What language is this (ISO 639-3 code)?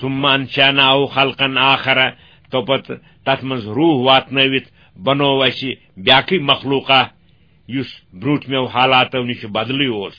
kas